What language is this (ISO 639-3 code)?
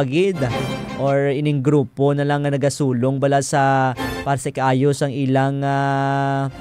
hil